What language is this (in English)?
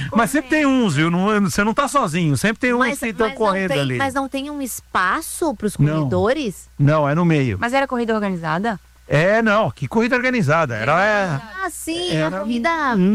Portuguese